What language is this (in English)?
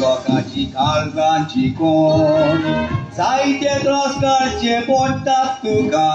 Konkani